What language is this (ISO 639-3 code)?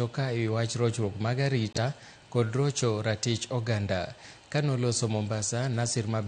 luo